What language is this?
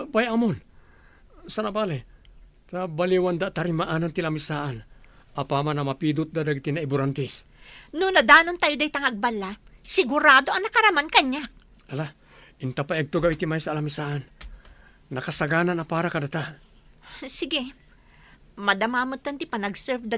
Iloko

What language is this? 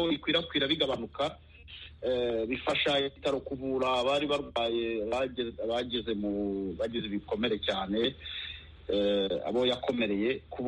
Kinyarwanda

